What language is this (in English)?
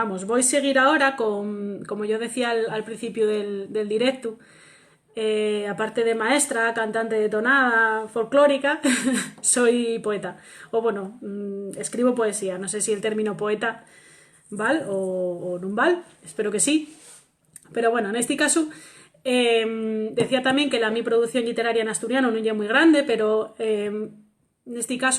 Asturian